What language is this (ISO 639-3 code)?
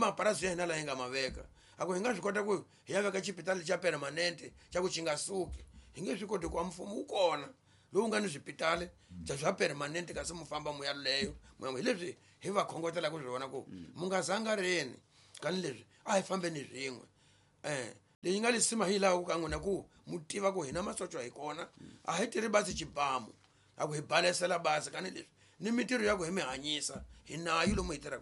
tso